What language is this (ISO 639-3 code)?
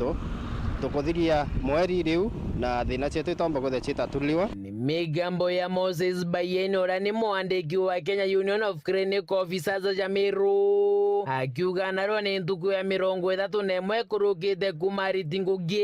mer